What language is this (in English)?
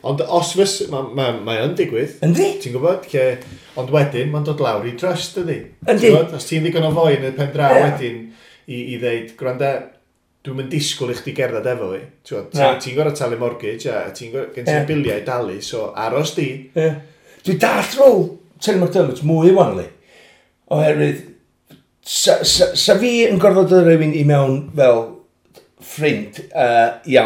Welsh